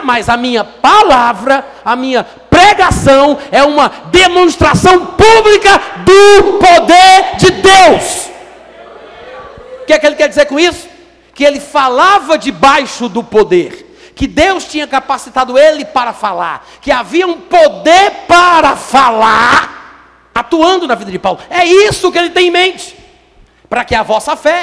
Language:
Portuguese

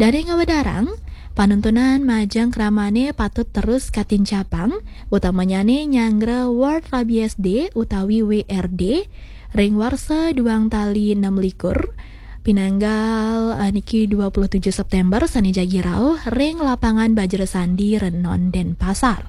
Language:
Balinese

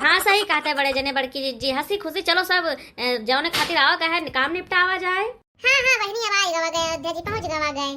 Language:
Awadhi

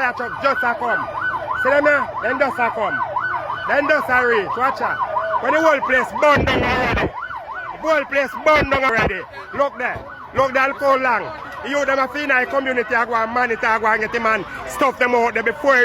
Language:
Jamaican Creole English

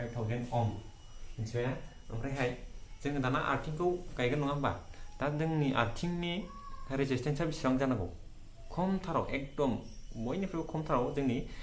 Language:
Bodo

